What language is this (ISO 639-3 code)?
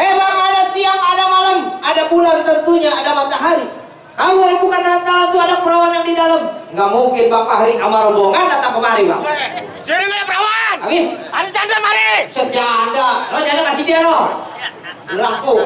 bew